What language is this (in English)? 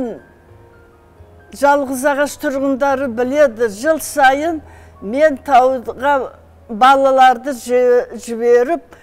Kazakh